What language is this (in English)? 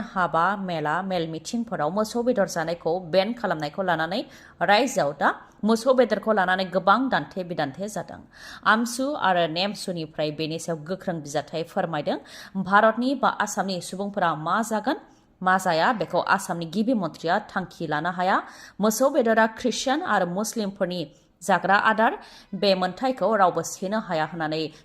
Bodo